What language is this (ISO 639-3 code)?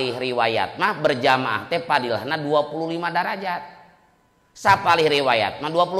sun